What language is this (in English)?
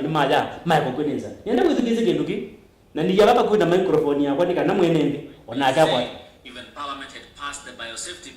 Kamba